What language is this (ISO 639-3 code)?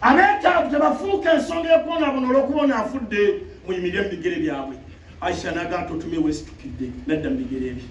lug